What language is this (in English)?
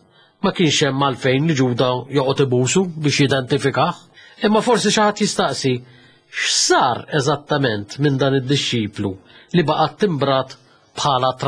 Maltese